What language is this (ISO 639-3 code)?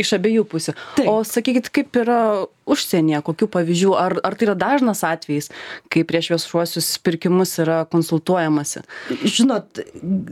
lit